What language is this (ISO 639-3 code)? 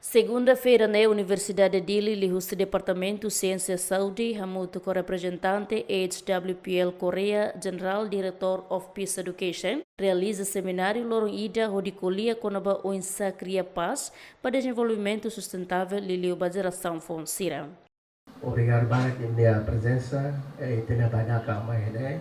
tet